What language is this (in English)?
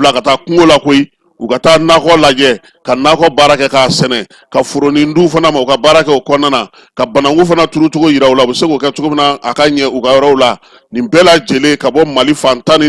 Bambara